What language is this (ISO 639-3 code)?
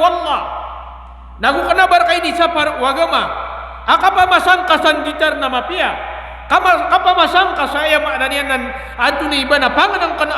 mrw